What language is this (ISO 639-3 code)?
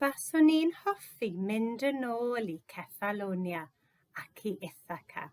cym